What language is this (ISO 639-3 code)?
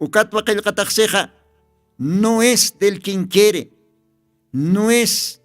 aym